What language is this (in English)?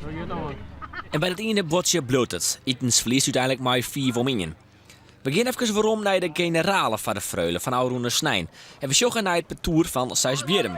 Western Frisian